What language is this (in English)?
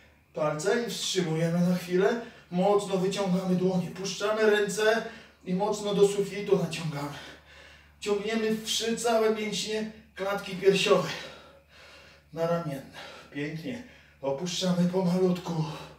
Polish